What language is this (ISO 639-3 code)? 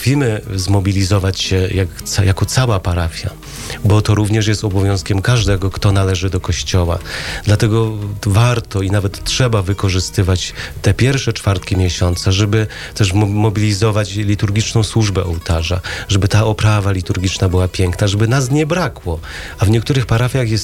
pol